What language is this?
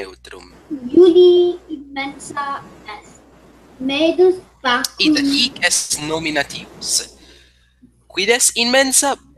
Latin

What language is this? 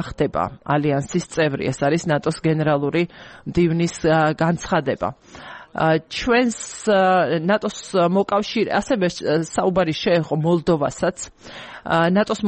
Georgian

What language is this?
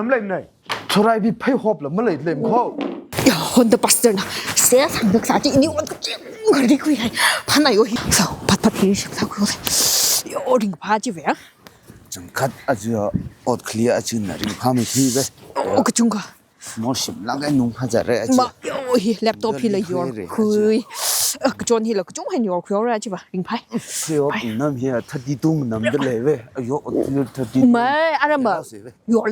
Tangkhul Naga (India)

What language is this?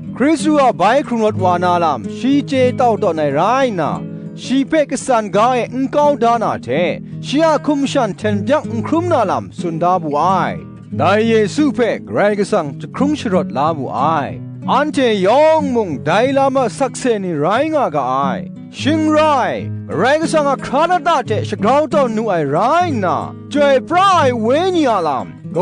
Kachin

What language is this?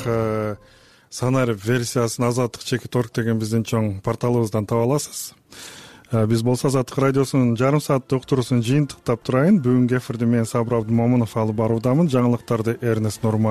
Kyrgyz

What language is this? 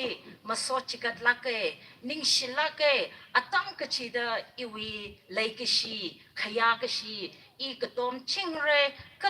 Tangkhul Naga (India)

